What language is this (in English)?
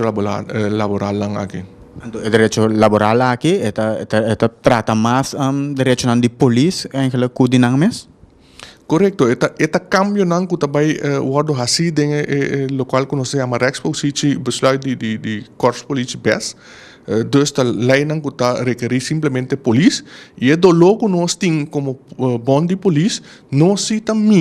Papiamento